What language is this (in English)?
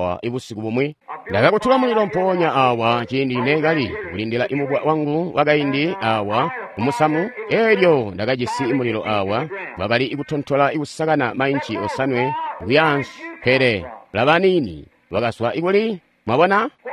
Tonga (Zambia)